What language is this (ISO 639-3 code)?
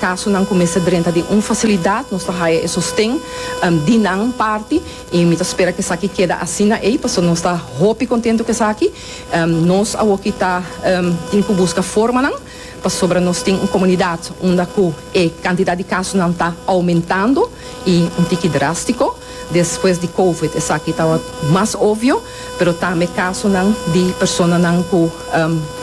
pap